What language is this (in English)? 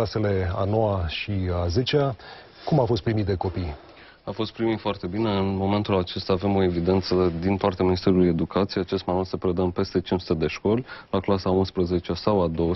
Romanian